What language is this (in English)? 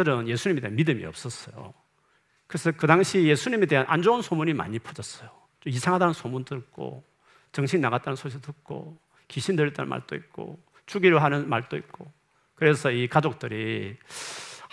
Korean